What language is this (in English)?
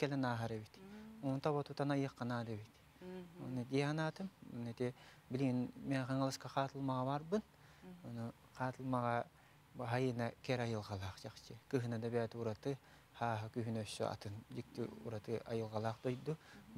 Yakut